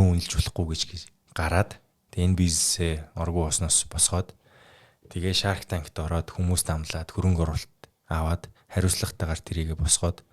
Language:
Mongolian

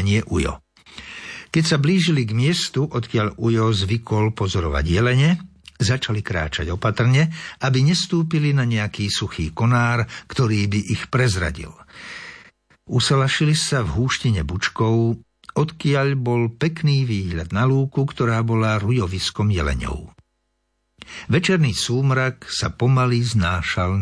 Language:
Slovak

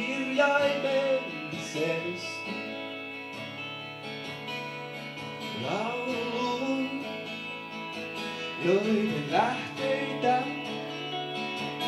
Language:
Finnish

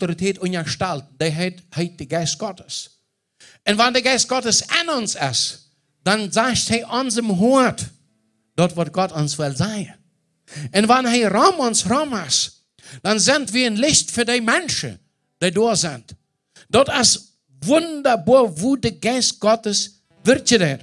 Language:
Plautdietsch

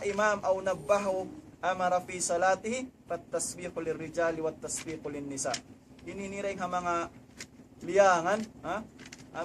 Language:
Tausug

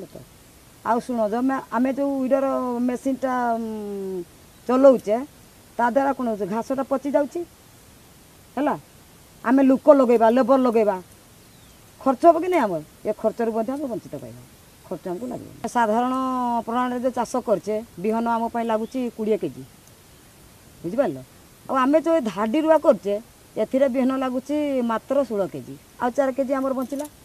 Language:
Odia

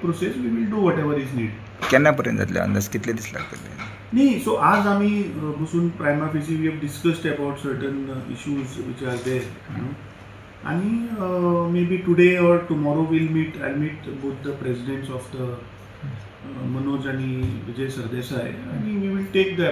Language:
Konkani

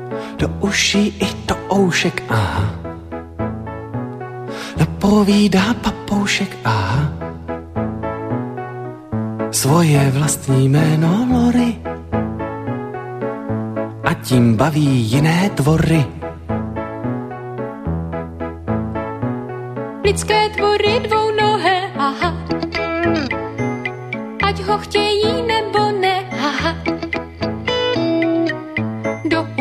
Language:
Czech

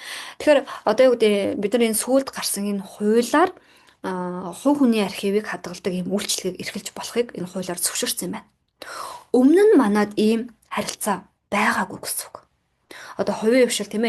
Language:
Mongolian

